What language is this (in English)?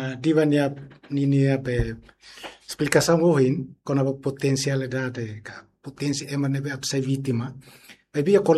Tetum